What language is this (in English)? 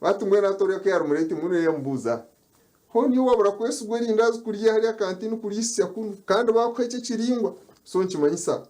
Nyankole